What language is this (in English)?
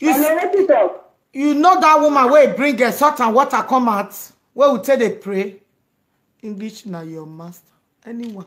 Nigerian Pidgin